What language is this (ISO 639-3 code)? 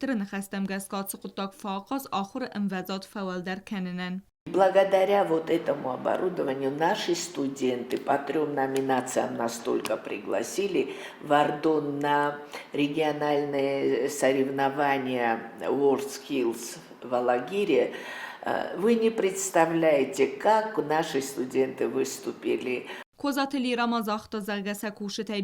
oss